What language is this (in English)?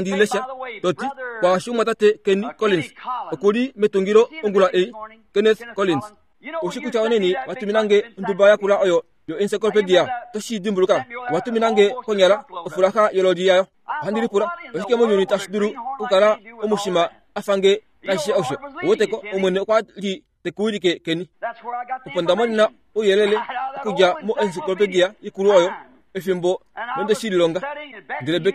Kuanyama